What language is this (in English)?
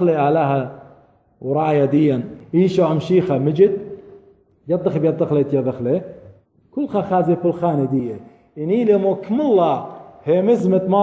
Assyrian Neo-Aramaic